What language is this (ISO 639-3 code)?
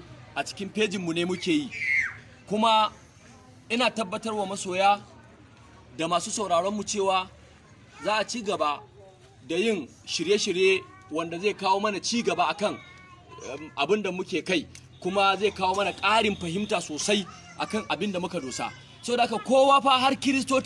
hau